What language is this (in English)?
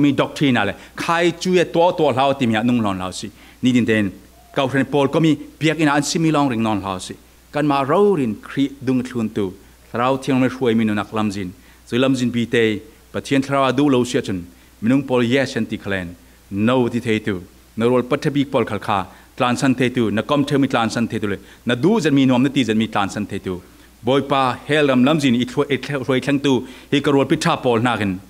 Falam Chin